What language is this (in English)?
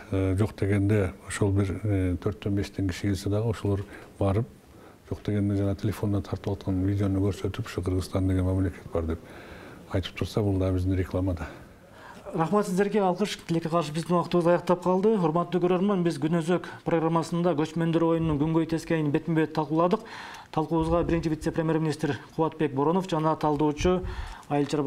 Kyrgyz